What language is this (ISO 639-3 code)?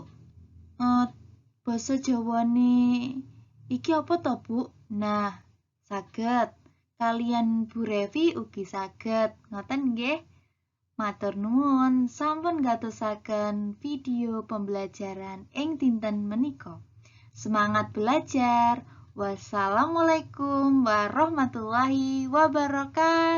jav